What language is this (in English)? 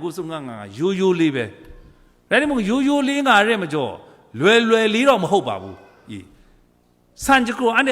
Kachin